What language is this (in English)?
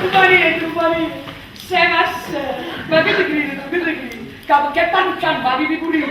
Neapolitan